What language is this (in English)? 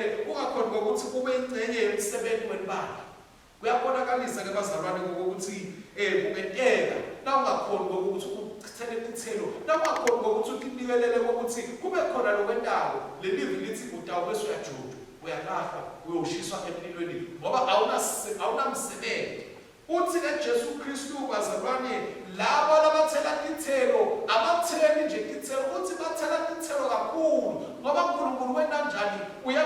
Swati